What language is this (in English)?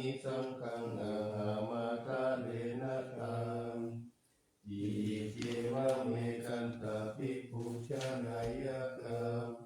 Pali